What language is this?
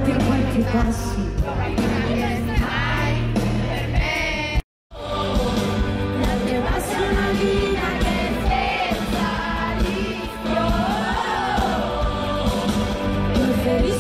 Italian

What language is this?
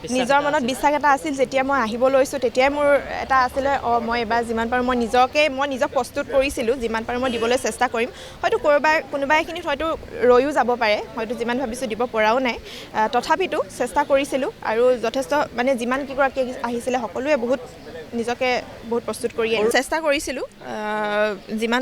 Assamese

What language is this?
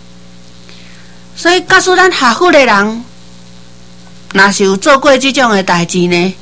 Min Nan Chinese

